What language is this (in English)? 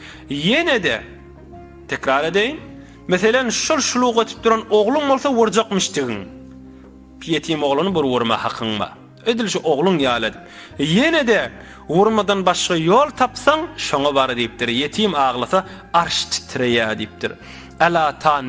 Turkmen